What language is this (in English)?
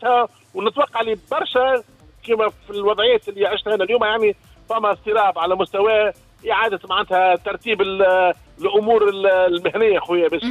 Tunisian Arabic